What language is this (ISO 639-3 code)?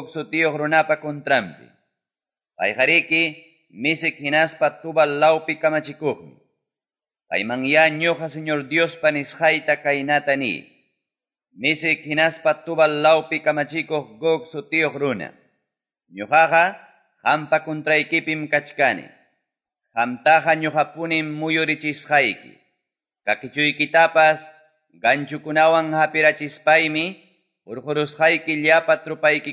que